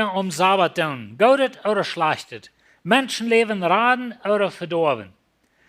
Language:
Plautdietsch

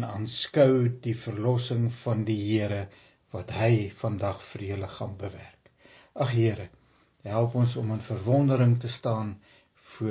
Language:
Afrikaans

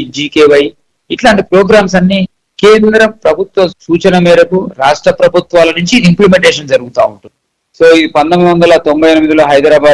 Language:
Telugu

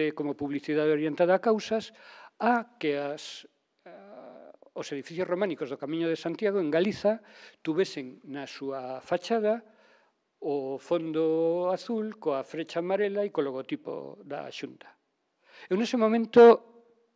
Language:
Galician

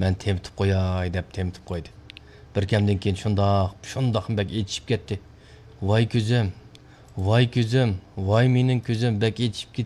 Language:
Uyghur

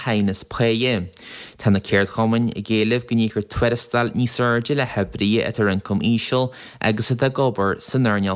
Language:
Irish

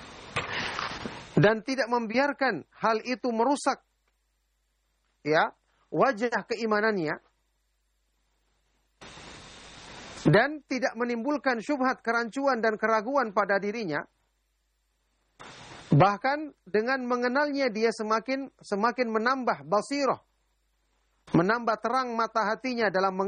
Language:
Indonesian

